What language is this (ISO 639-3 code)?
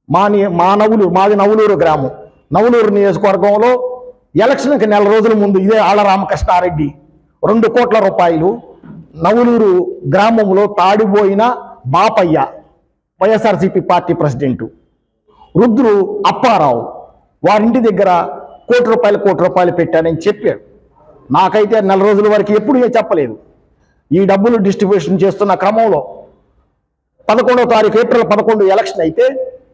tel